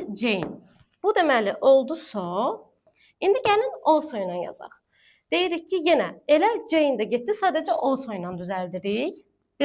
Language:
Azerbaijani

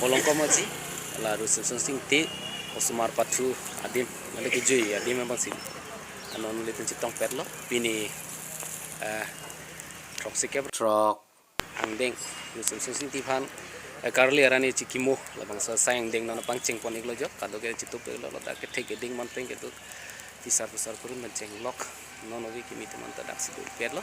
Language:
Karbi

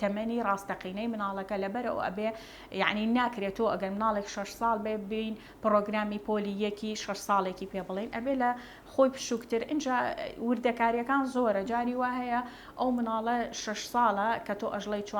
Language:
Central Kurdish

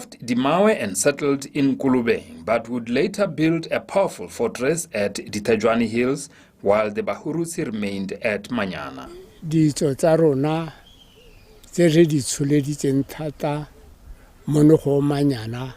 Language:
Tswana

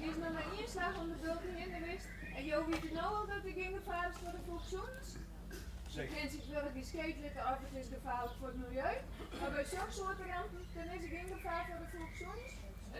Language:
Western Frisian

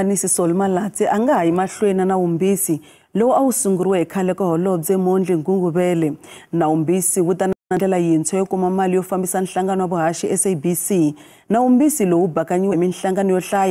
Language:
Tsonga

